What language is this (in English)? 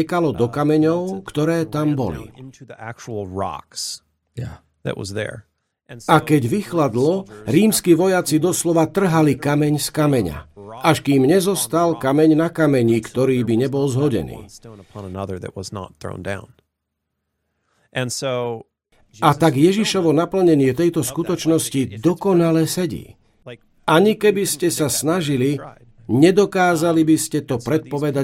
Slovak